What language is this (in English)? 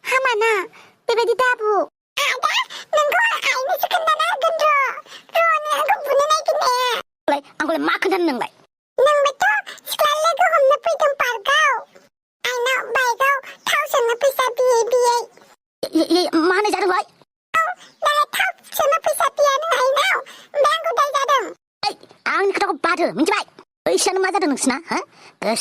Bodo